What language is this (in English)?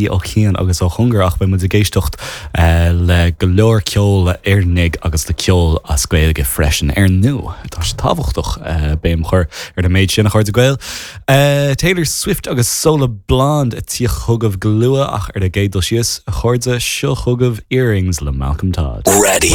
Irish